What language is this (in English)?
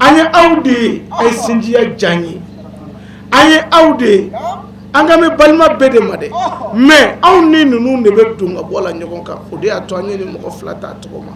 Bambara